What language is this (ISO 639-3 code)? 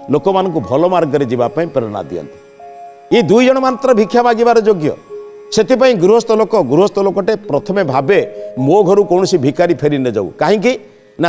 ori